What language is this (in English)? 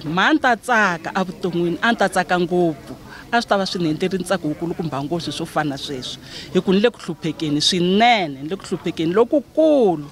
Tsonga